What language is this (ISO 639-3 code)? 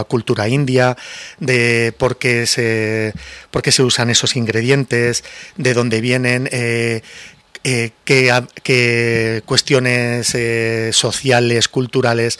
spa